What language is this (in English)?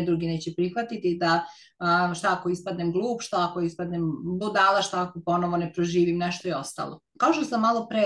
Serbian